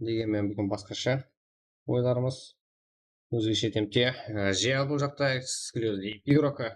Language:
Kara-Kalpak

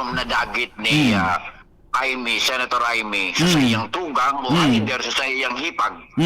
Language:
Bikol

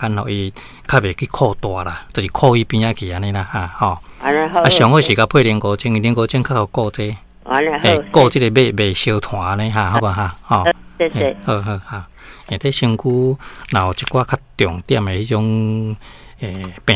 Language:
Min Nan Chinese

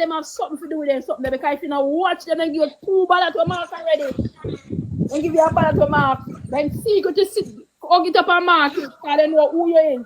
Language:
Jamaican Creole English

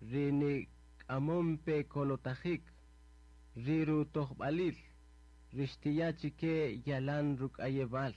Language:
Kaqchikel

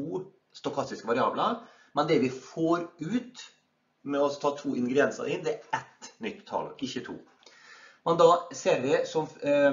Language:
Norwegian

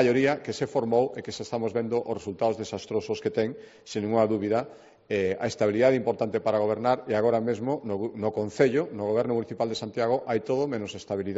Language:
Galician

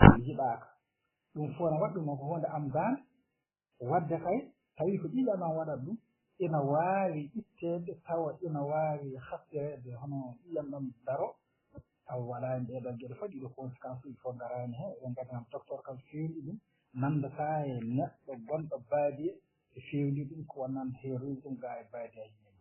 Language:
Fula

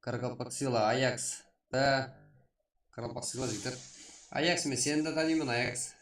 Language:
Kara-Kalpak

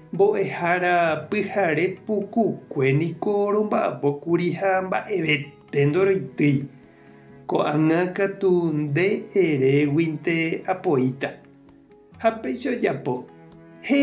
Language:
Guarani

